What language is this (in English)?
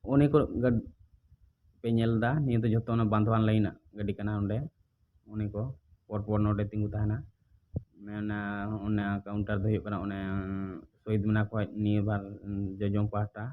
Santali